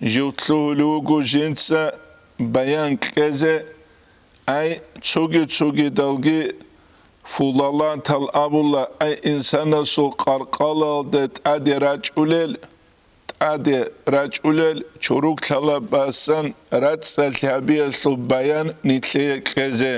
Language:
Avaric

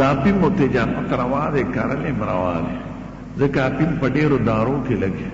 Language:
Pashto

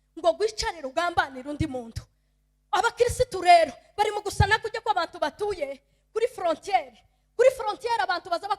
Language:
Kinyarwanda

